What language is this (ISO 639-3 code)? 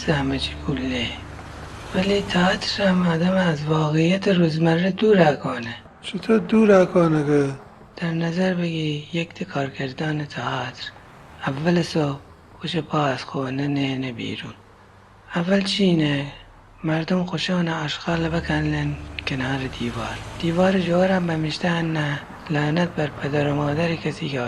glk